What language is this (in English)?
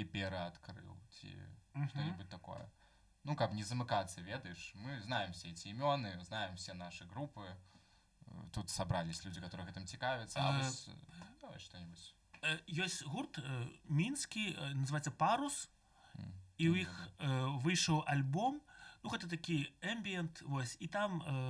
Belarusian